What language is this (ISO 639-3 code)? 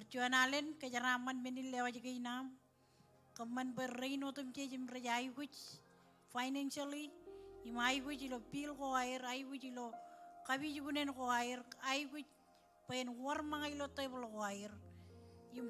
mah